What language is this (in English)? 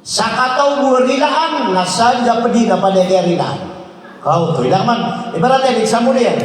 Maranao